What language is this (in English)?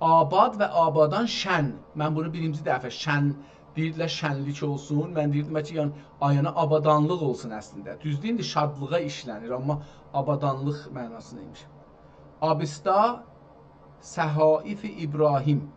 South Azerbaijani